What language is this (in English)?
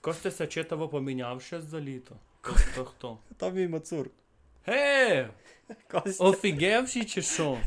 Rusyn